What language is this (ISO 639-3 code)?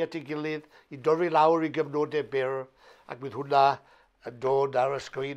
cym